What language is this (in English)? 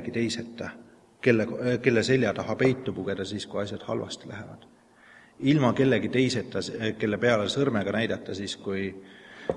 Estonian